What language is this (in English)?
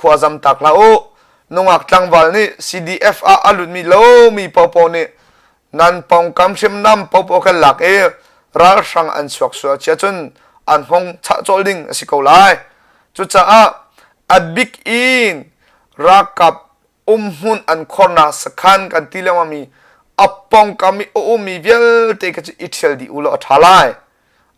Hakha Chin